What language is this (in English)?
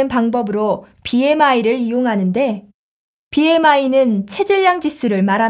Korean